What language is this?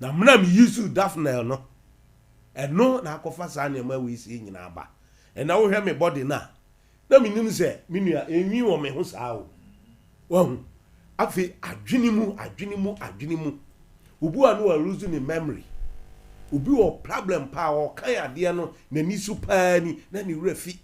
Akan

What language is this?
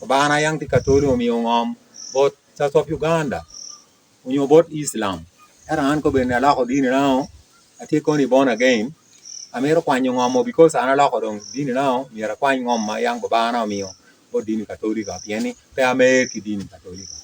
Acoli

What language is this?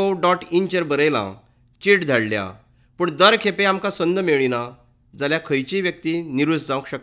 Konkani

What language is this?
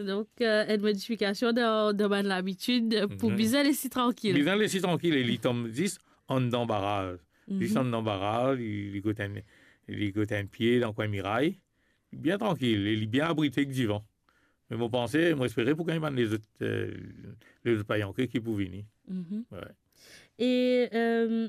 Morisyen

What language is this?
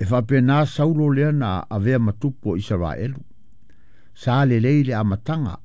Samoan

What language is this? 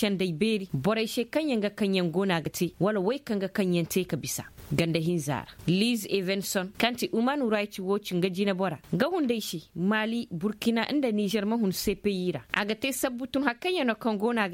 Koyraboro Senni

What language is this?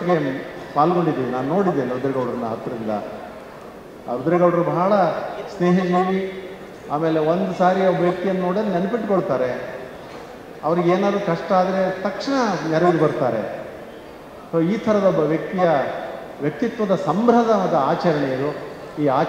Kannada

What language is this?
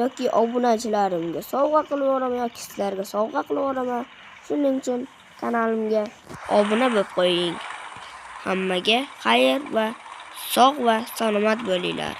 Uzbek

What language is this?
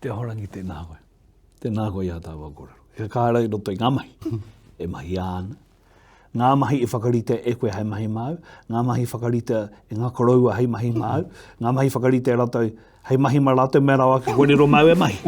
Māori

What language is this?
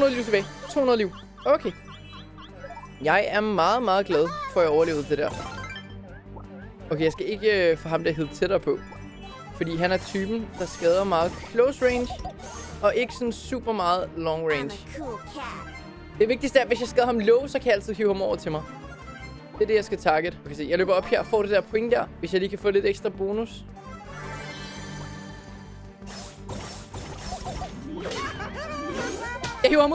Danish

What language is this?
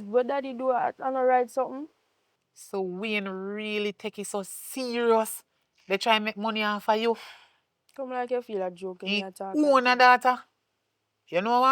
Jamaican Creole English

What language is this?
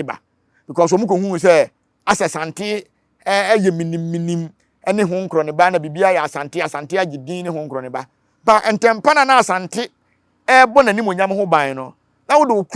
Akan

